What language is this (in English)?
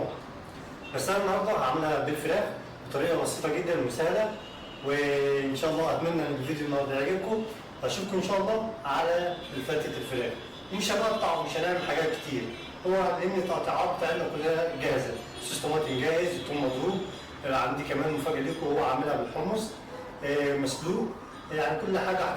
Egyptian Arabic